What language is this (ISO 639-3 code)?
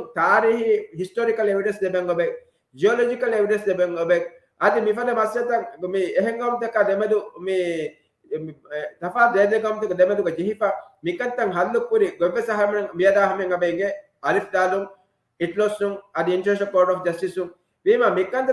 div